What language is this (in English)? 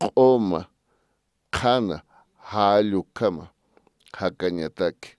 Aymara